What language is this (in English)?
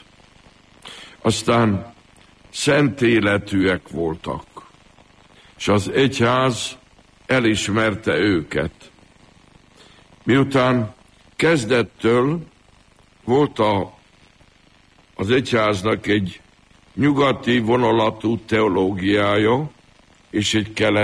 Hungarian